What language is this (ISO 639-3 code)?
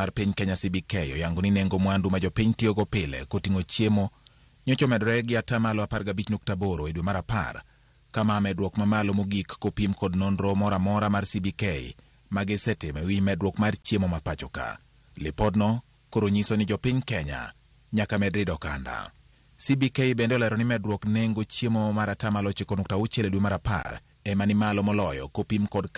luo